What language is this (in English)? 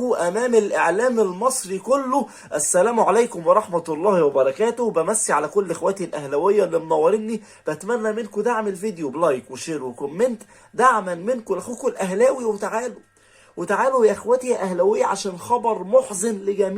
Egyptian Arabic